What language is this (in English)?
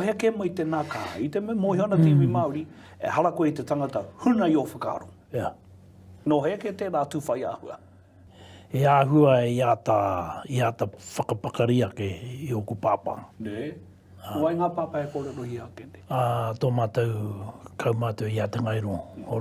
Māori